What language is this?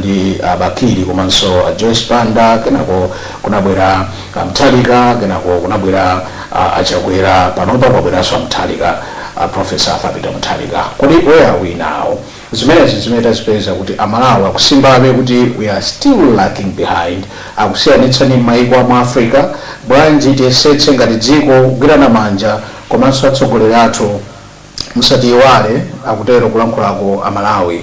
Nyanja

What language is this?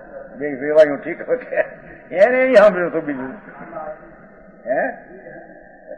Gujarati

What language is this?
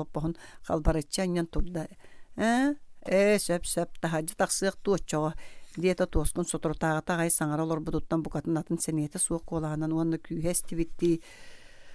Yakut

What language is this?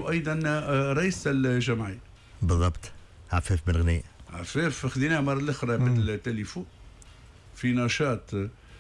Tunisian Arabic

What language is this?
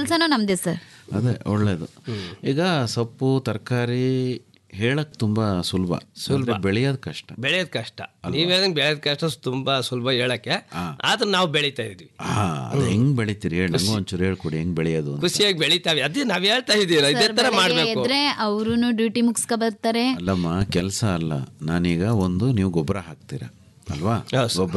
Kannada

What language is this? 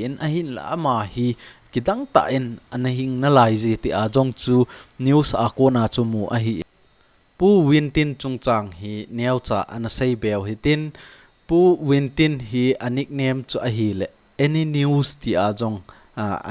Thado Chin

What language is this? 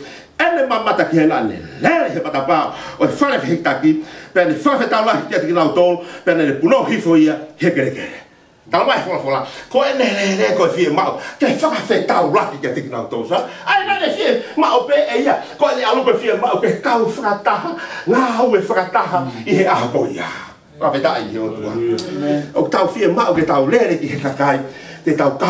Tongan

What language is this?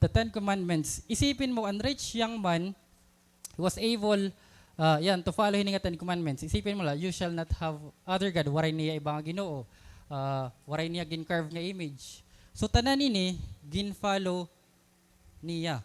Waray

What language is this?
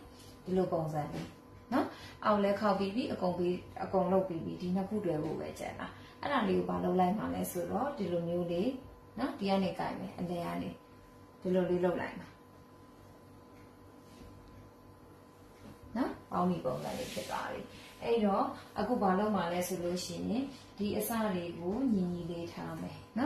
Burmese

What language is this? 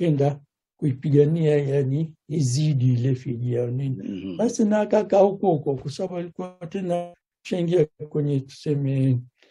Swahili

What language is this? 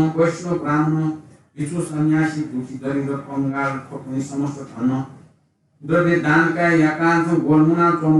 Newari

